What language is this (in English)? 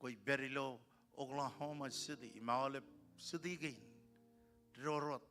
Marshallese